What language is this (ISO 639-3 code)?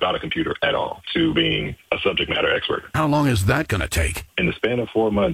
eng